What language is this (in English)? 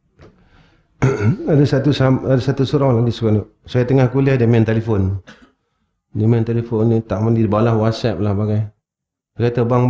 Malay